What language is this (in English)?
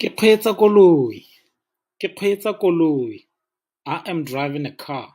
Tswana